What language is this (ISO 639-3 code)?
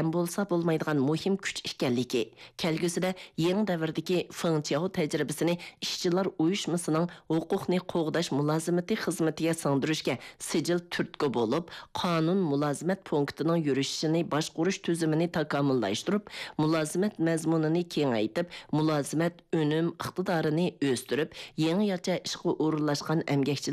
uig